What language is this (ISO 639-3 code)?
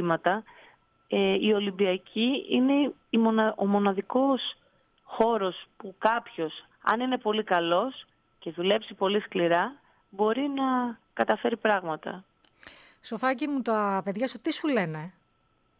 ell